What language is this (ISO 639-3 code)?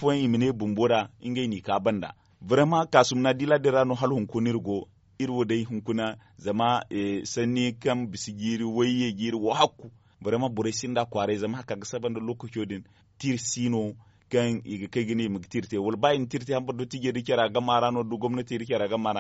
dje